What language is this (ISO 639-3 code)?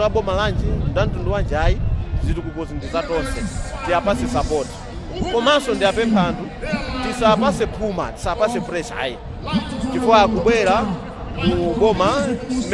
nya